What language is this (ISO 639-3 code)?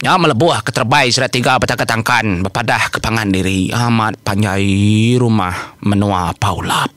iba